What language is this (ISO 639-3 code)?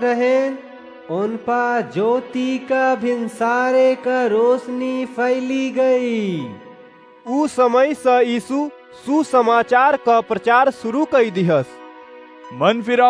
awa